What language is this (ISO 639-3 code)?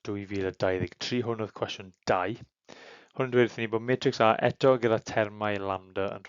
cym